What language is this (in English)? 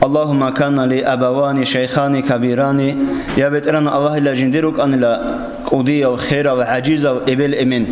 Avaric